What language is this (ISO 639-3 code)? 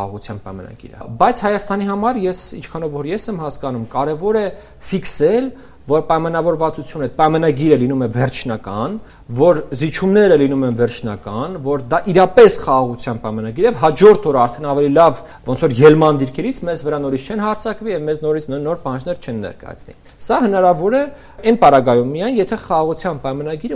hye